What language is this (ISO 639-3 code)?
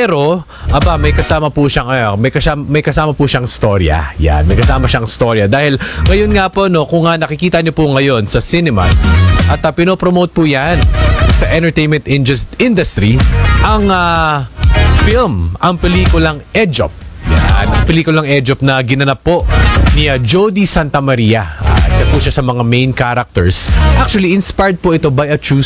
fil